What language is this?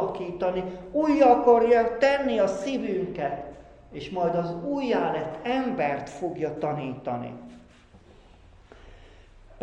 Hungarian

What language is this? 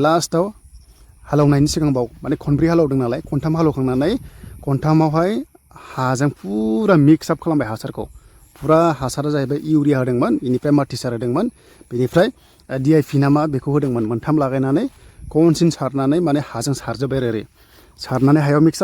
Bodo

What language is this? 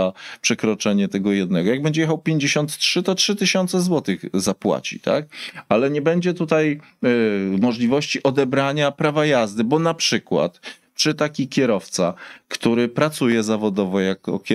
Polish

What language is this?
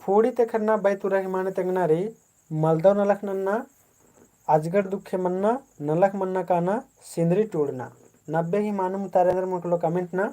Kurukh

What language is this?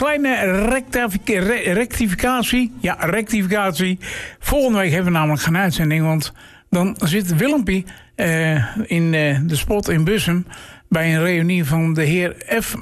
Dutch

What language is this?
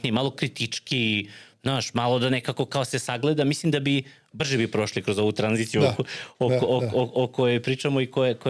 Serbian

